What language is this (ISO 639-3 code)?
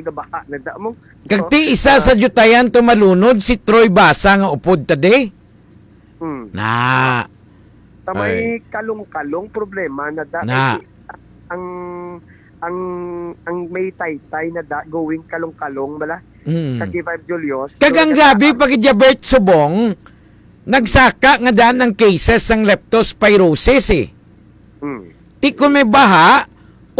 hil